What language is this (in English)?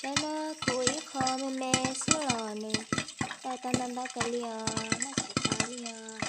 Hmong